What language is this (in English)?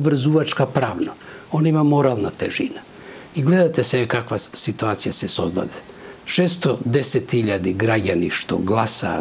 Macedonian